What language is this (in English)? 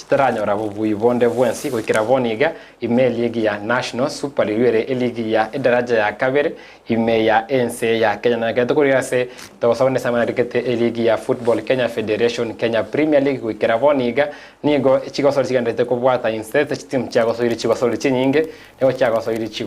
Gusii